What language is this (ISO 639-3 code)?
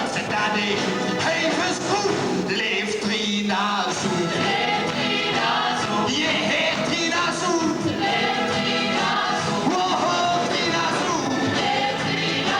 lim